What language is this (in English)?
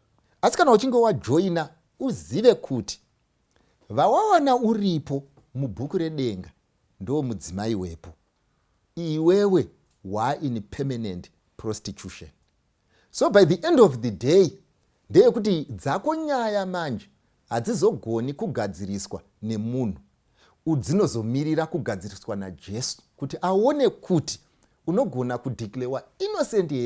Shona